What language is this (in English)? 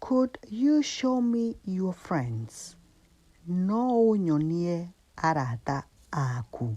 Kikuyu